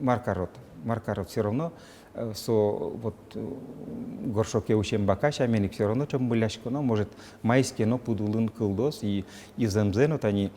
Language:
Udmurt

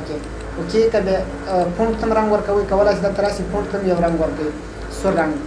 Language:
Pashto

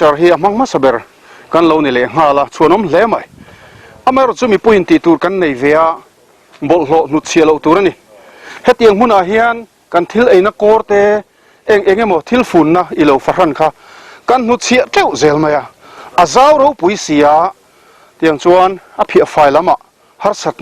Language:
Mizo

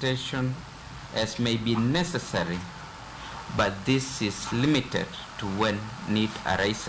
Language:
Luo (Kenya and Tanzania)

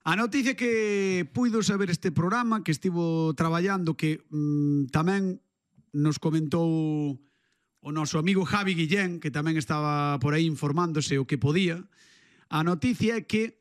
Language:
Galician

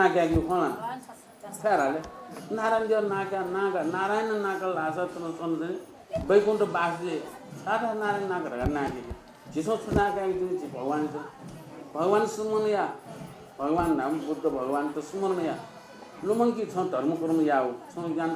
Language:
Newari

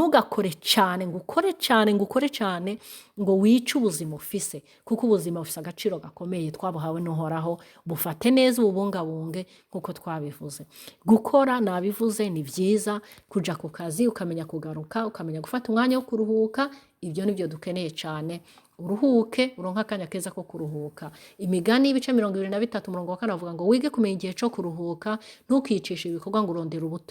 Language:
Rundi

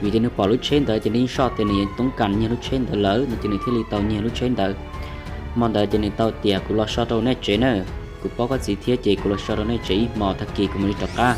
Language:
Hmong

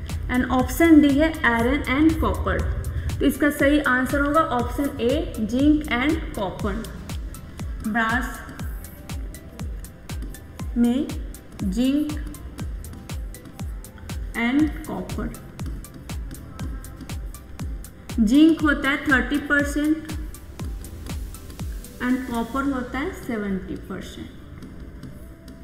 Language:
Hindi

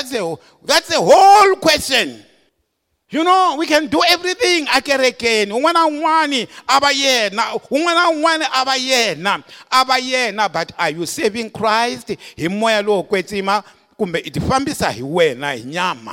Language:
Tsonga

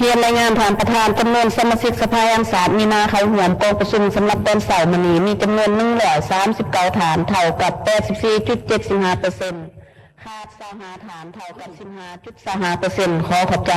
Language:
Lao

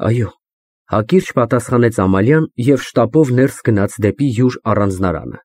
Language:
Armenian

